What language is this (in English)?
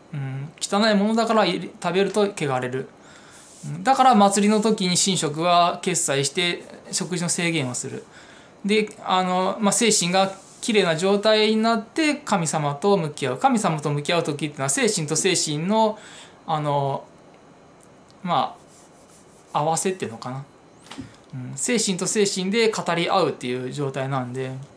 Japanese